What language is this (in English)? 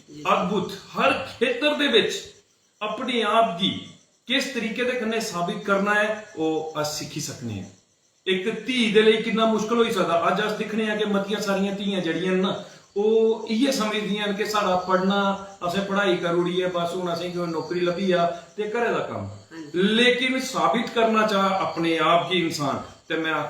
Dogri